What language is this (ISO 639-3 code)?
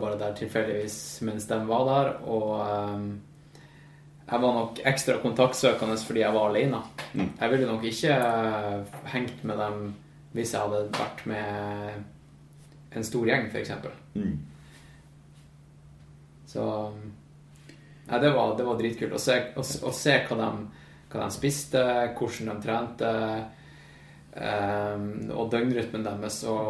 nor